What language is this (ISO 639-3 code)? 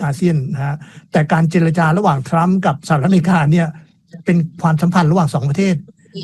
tha